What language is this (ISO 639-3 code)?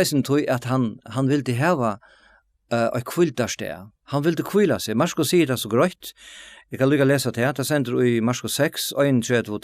fao